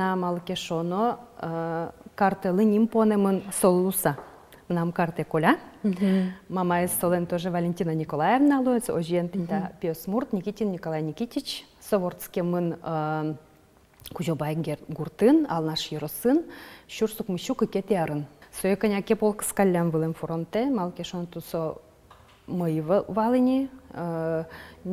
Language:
Udmurt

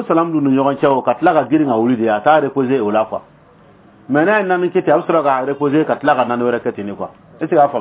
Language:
Dyula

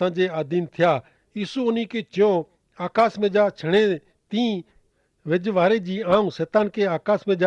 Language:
Kachhi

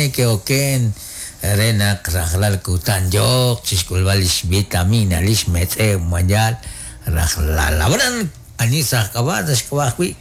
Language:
Kekchí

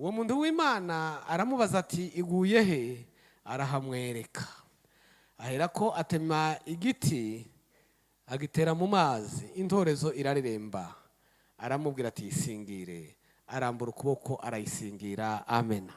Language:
Kinyarwanda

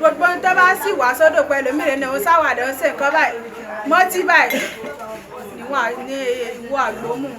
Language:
Yoruba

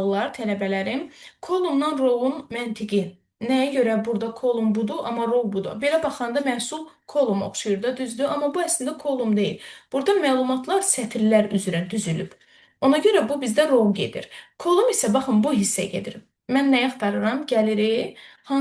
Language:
Azerbaijani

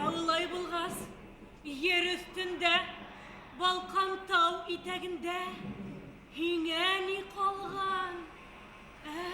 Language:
Bashkir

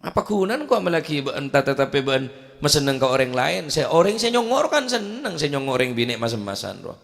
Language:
Madurese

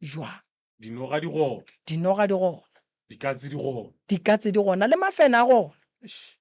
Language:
Northern Sotho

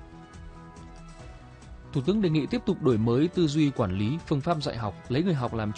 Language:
Vietnamese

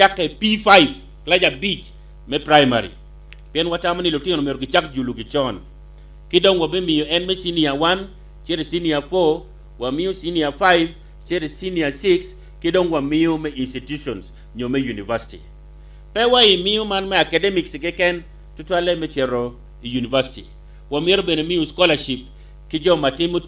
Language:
Acoli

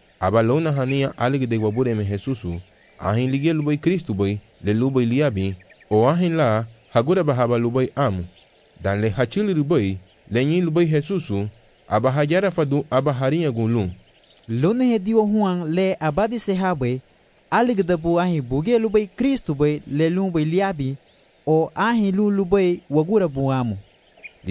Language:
Garifuna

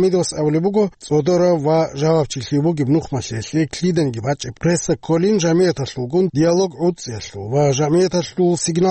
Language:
Avaric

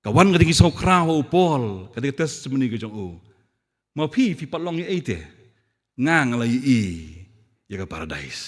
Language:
Khasi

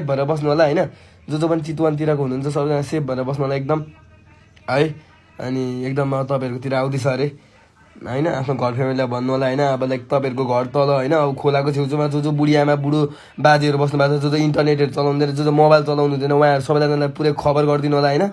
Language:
Nepali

